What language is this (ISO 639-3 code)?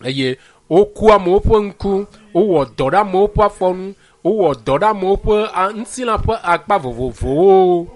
ewe